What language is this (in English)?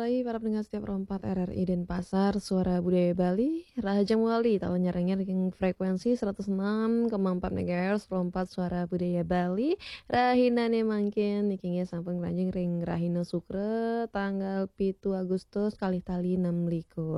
Balinese